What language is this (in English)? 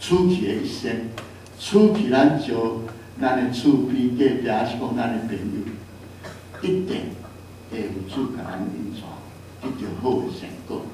Min Nan Chinese